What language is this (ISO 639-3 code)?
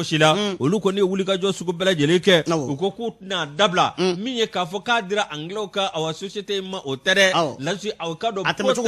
bam